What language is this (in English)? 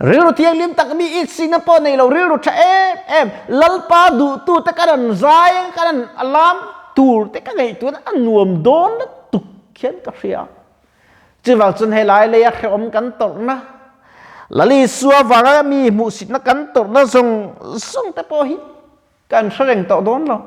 Mizo